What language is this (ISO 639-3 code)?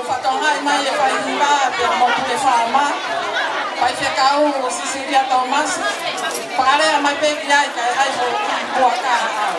ton